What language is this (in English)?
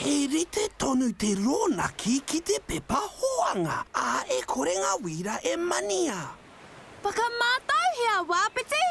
Māori